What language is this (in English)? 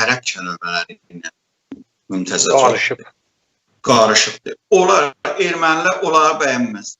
South Azerbaijani